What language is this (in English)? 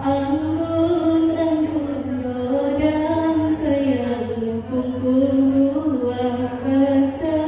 Batak Alas-Kluet